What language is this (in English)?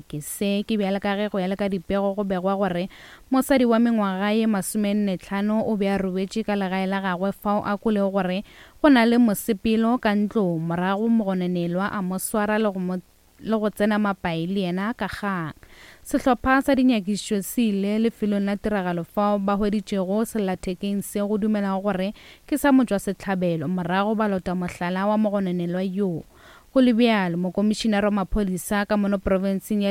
Northern Sotho